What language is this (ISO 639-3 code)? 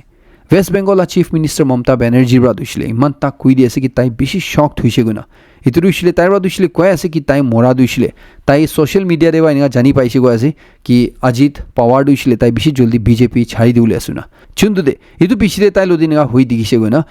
nag